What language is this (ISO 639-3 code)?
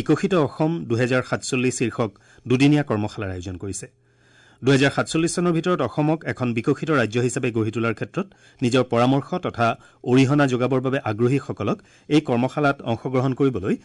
asm